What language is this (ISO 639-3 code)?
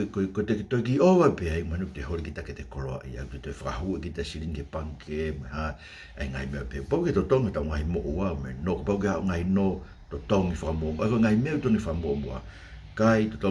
ton